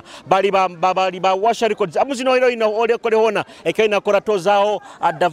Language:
Nyoro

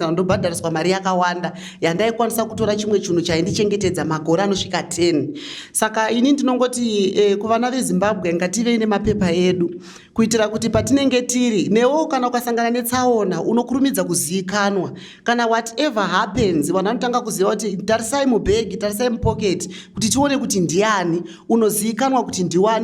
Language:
Shona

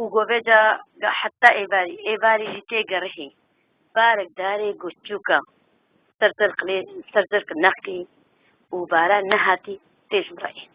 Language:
Kurdish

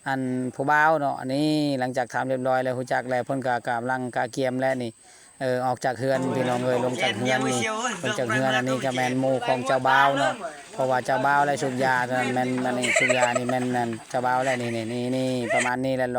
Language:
Lao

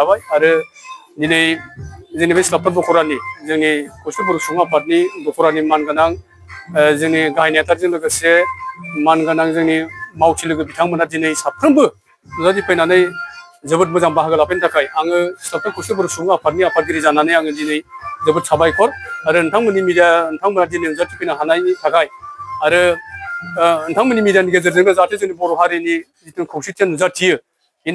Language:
Bodo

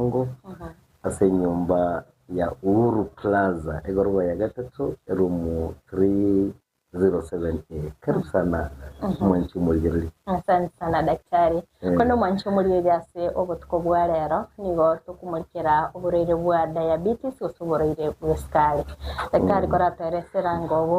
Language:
Gusii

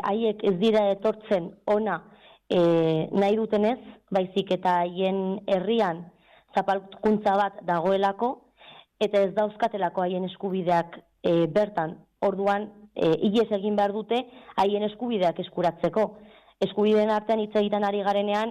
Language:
Basque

